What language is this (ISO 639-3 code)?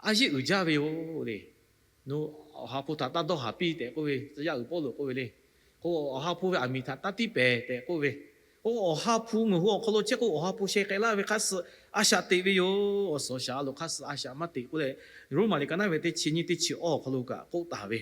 lhu